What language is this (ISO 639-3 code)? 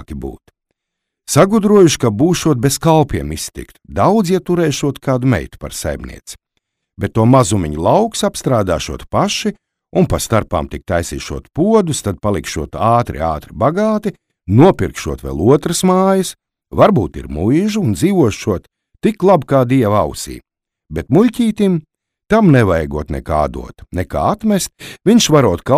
lav